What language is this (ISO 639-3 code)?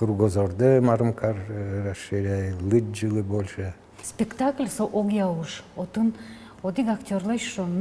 udm